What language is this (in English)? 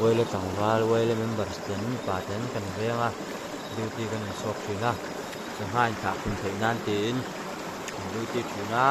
Mizo